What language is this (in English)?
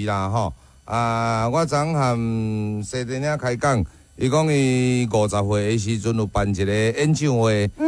Min Nan Chinese